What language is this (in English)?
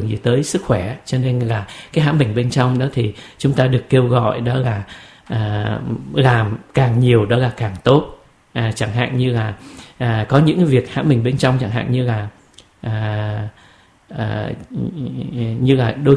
Vietnamese